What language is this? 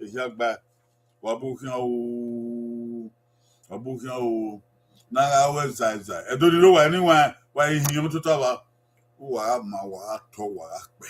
Bini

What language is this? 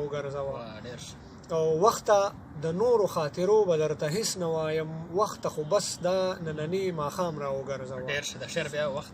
Pashto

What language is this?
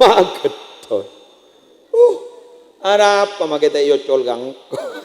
Madurese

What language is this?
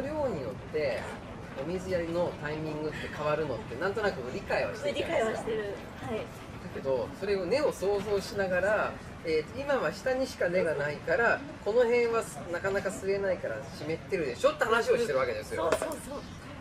Japanese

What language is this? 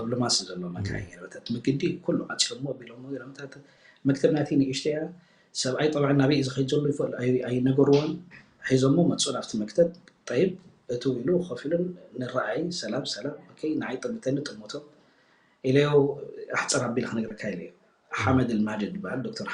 Tigrinya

